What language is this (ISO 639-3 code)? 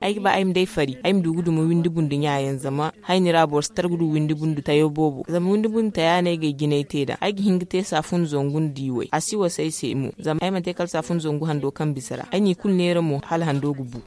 dje